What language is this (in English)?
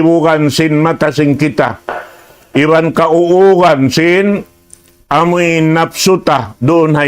Tausug